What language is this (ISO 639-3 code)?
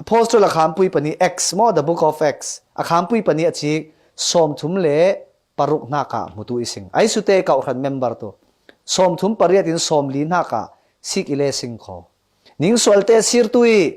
cfm